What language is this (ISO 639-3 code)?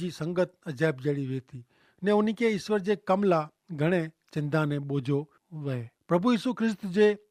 kfr